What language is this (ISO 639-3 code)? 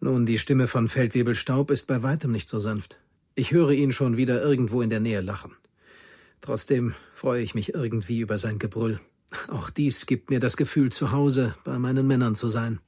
bar